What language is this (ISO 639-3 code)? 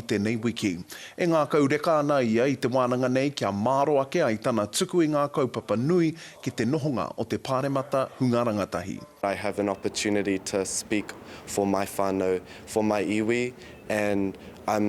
mri